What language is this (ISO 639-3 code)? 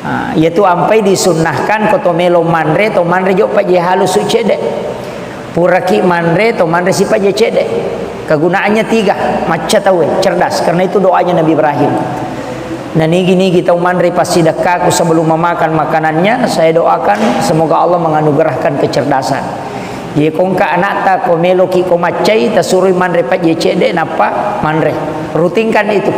bug